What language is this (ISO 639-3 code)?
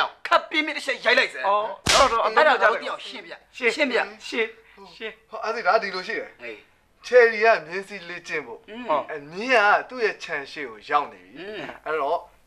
mya